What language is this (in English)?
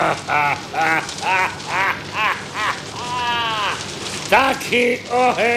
Slovak